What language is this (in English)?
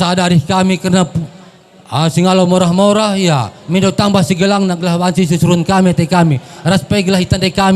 Batak Karo